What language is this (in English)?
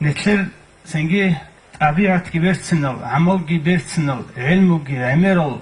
Avaric